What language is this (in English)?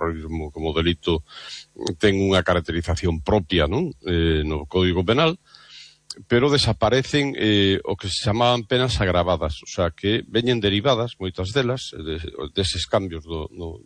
Galician